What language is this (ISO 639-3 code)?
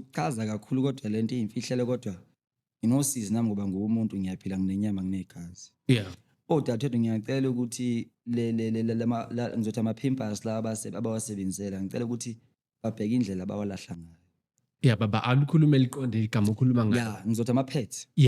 zul